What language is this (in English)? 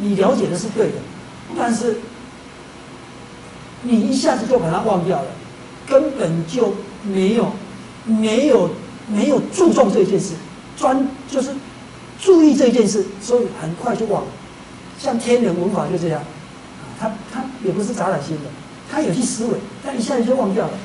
Chinese